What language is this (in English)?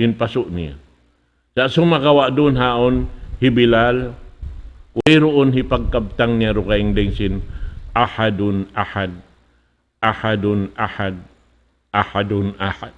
Tausug